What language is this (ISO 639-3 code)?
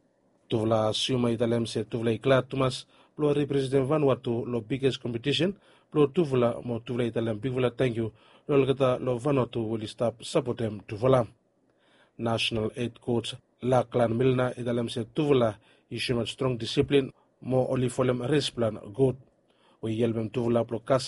bis